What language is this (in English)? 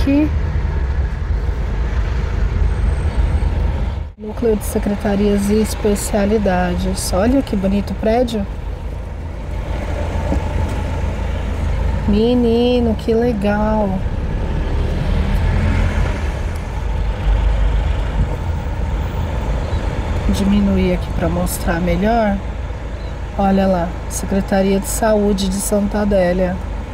Portuguese